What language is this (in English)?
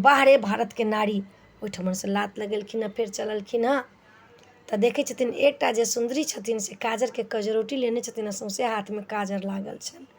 Maithili